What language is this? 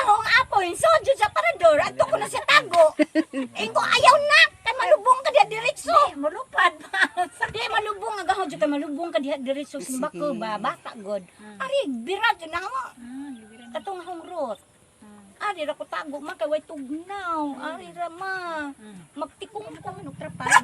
Cebuano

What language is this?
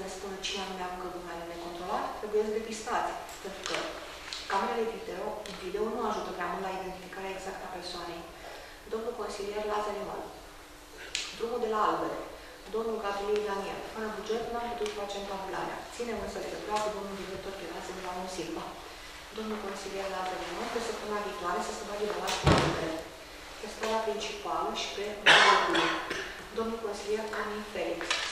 Romanian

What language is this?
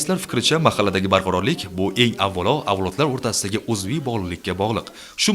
Uzbek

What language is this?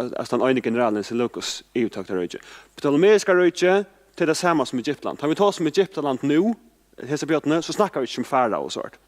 Faroese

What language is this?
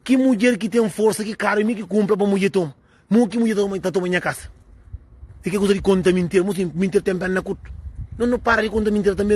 Kabuverdianu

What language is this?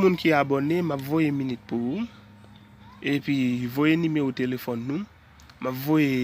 Haitian Creole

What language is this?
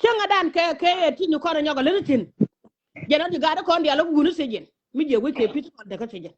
Nuer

